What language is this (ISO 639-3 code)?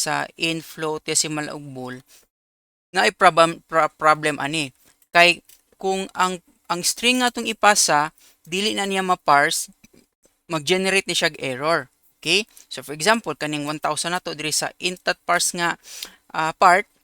ceb